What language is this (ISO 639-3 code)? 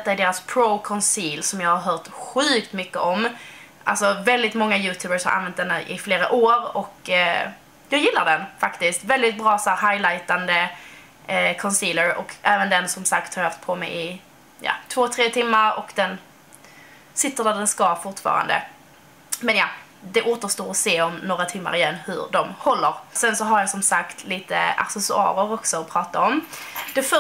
swe